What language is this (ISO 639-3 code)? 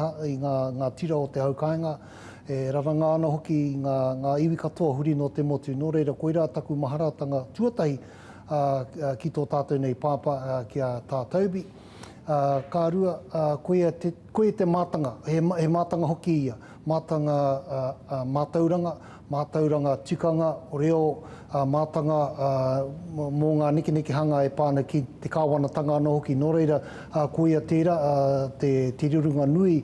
mri